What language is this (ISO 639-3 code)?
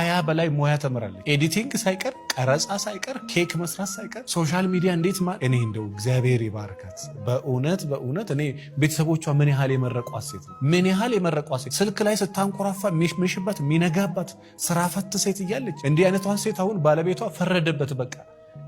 amh